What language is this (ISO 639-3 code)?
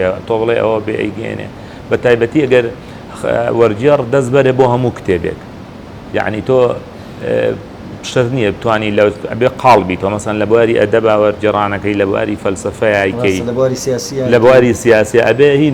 ckb